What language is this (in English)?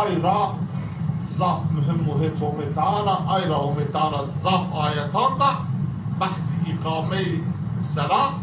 Zaza